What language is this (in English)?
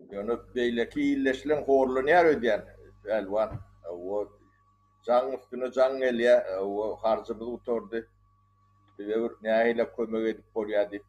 Turkmen